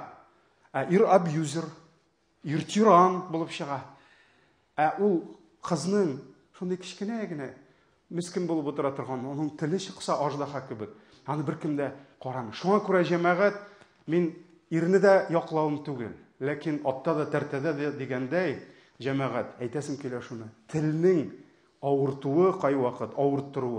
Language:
Tatar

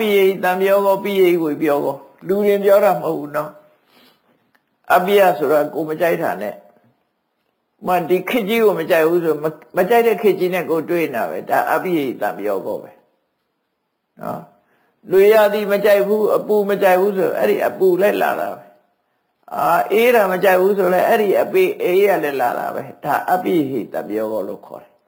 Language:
Burmese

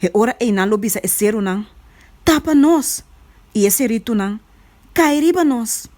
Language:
Papiamento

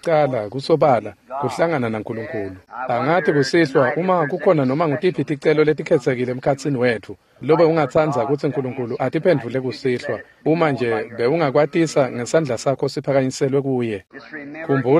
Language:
Swati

